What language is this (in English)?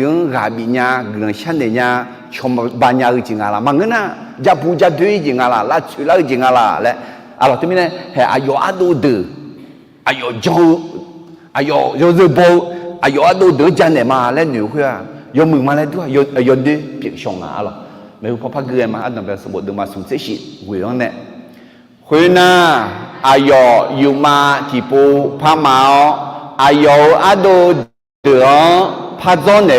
Akha